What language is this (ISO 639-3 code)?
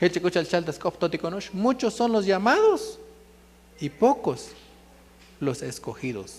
tzo